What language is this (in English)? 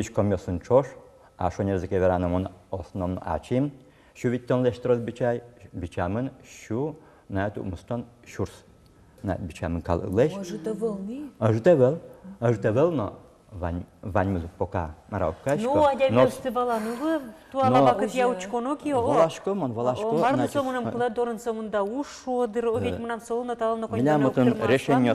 Udmurt